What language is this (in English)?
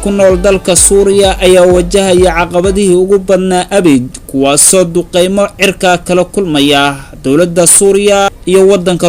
Somali